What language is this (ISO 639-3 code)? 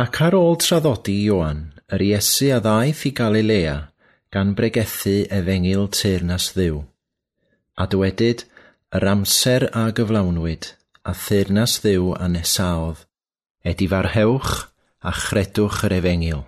cym